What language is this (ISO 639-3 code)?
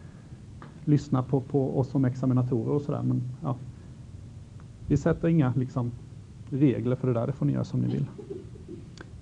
swe